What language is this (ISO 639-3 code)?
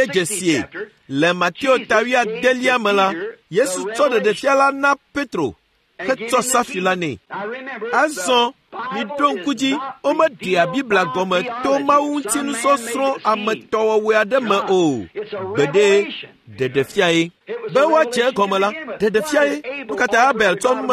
ewe